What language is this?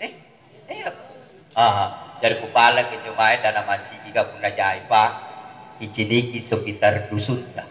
Makasar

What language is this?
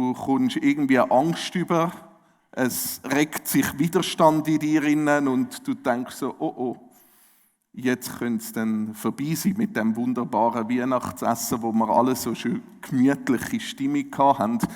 Swiss German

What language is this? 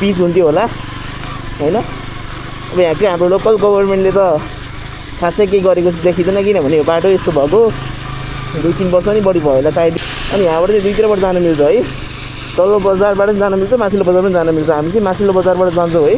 Nepali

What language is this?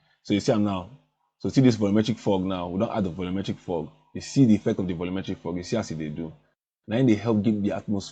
Nigerian Pidgin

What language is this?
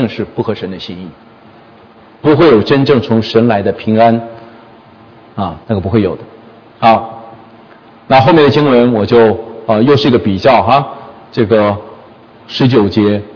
Chinese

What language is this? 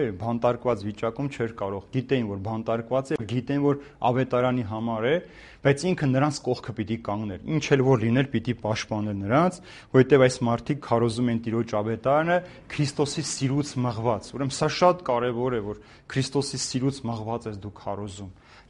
Armenian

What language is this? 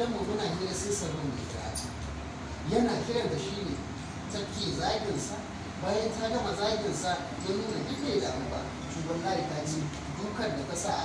Hausa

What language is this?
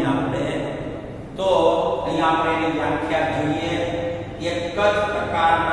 Gujarati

